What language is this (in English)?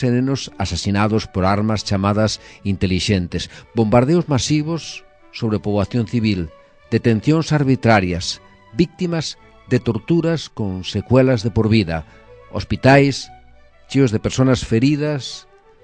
Galician